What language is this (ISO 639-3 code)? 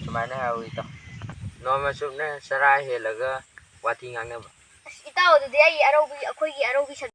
mni